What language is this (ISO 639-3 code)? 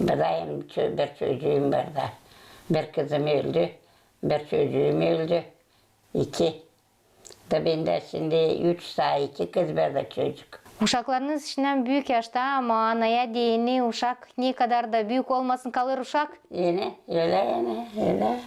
gag